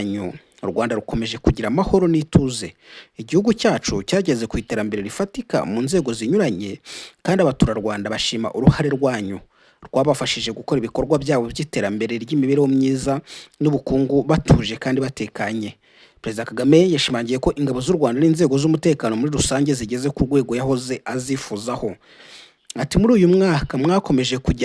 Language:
Kinyarwanda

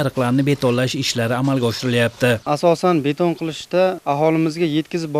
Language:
Uzbek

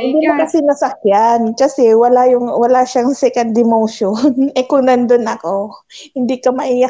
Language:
Filipino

